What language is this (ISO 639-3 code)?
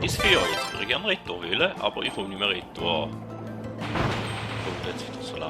gsw